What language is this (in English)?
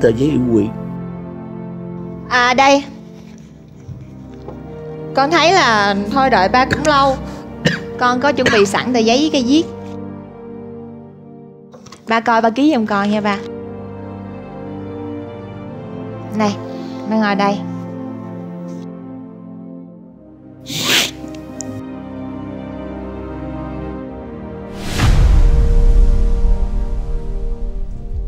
Vietnamese